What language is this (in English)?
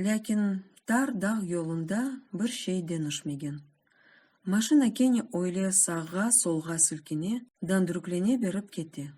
Crimean Tatar